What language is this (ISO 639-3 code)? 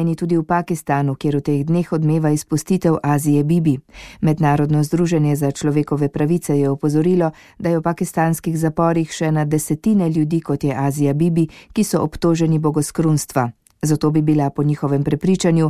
slv